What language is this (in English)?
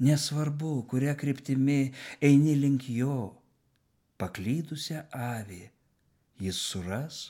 Lithuanian